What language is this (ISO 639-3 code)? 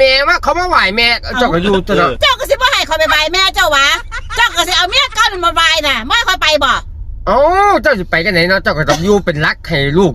lao